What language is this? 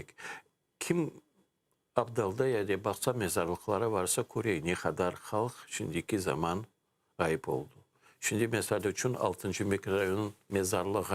Crimean Tatar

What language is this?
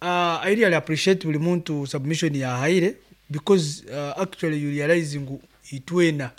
Nyankole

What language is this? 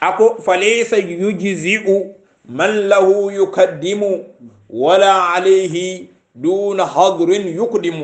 Hausa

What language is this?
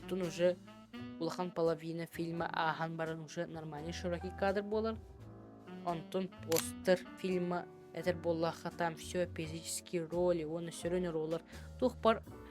Yakut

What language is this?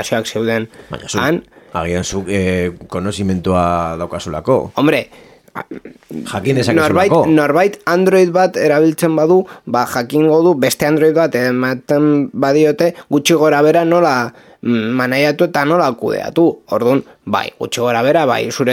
Basque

